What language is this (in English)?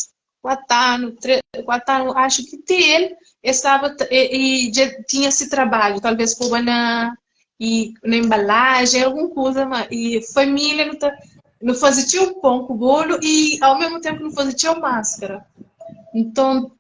Kabuverdianu